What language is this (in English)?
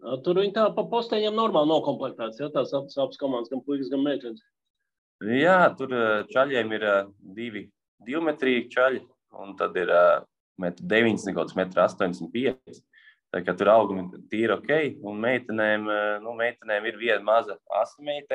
Latvian